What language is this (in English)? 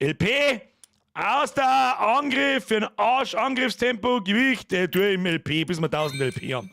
Bavarian